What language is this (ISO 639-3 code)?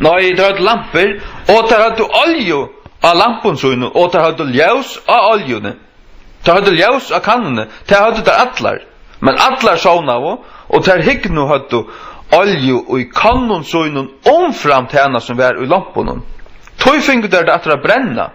fao